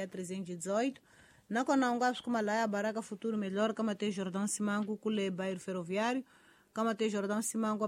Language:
Tsonga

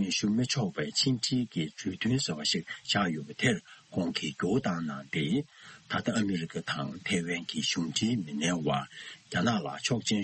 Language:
Tibetan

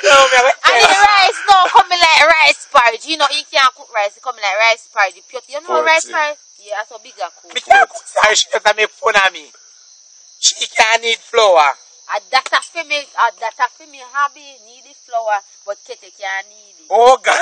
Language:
Jamaican Creole English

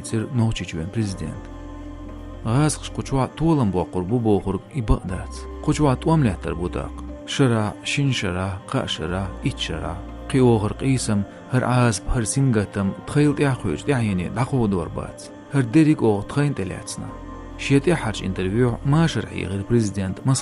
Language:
Chechen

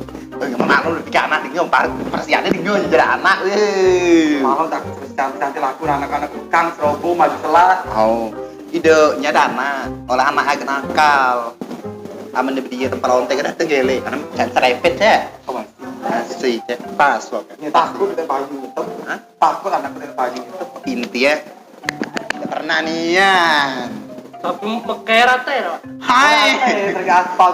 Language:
Musi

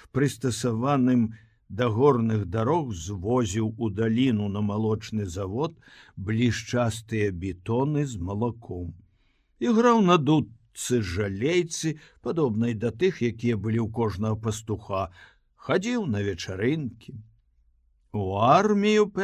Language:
Belarusian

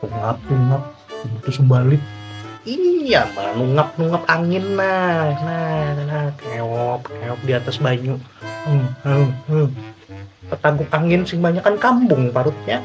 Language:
Banjar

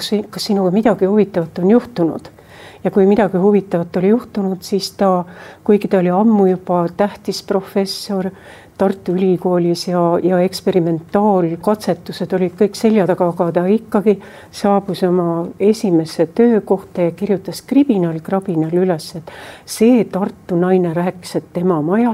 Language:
Estonian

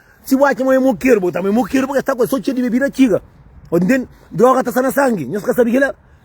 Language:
Kabuverdianu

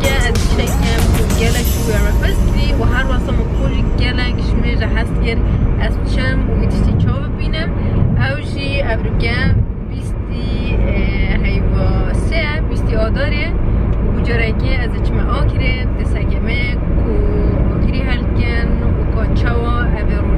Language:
Kurdish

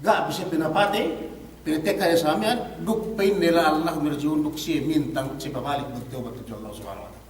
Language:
Yakan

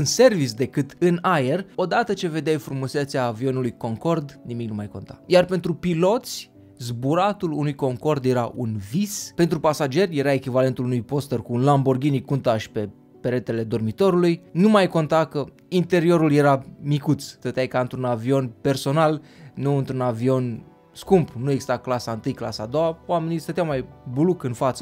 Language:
Romanian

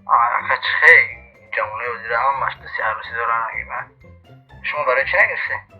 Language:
Tajik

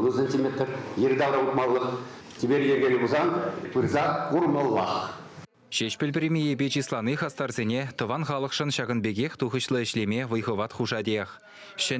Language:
Chuvash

